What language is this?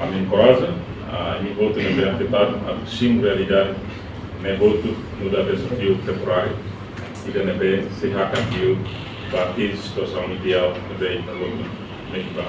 Tetum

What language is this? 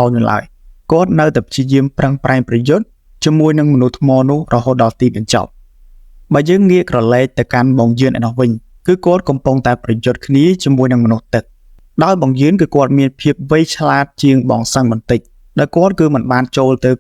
Khmer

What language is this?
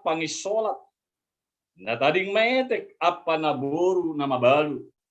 Batak Simalungun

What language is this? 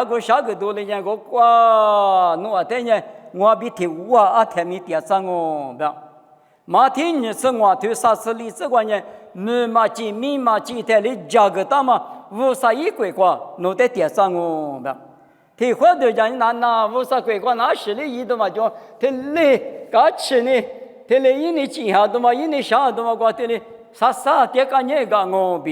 Lisu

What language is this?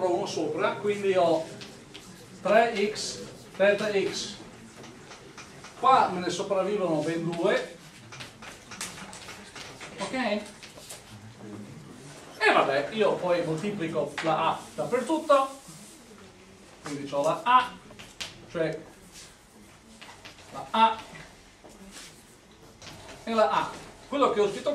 Italian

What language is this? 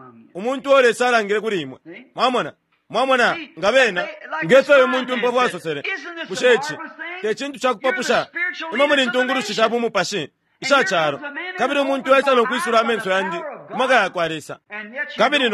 Bemba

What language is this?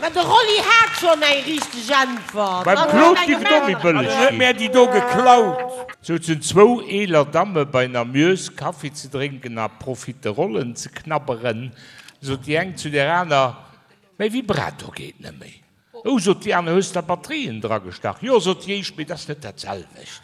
Luxembourgish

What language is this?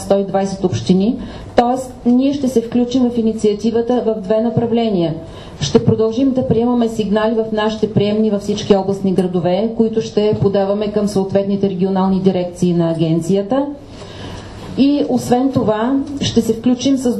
Bulgarian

